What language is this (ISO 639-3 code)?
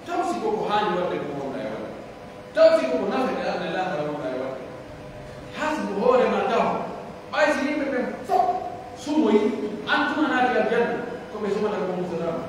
fuf